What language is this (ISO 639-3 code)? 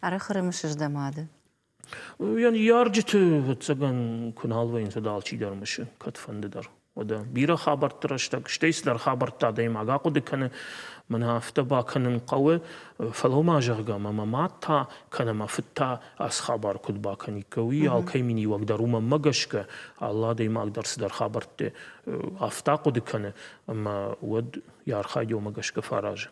oss